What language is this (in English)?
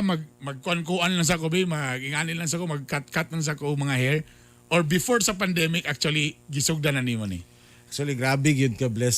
Cebuano